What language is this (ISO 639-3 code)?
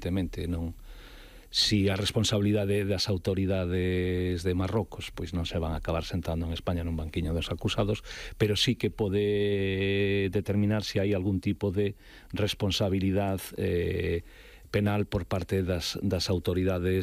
glg